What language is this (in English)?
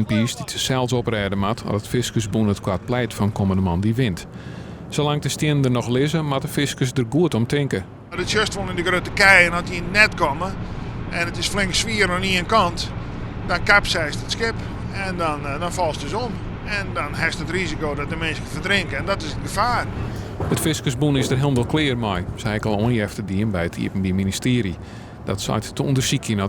Western Frisian